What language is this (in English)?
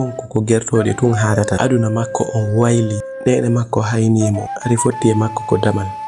Fula